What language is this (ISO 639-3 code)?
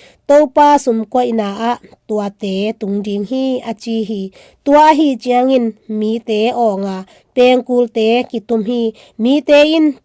ctd